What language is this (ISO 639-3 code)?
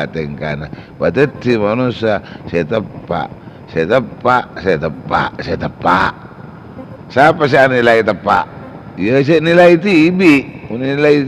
mad